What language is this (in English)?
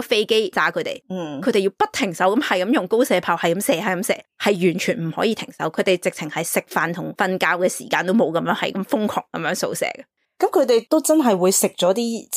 Cantonese